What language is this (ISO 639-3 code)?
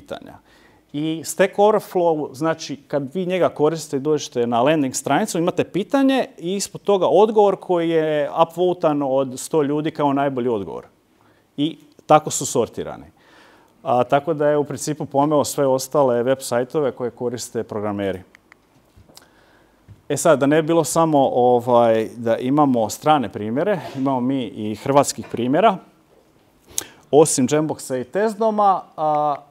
hrv